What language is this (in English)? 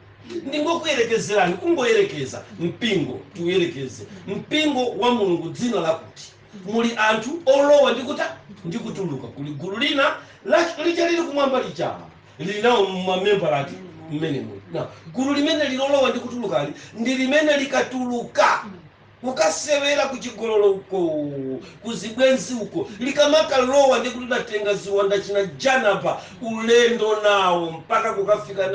Nyanja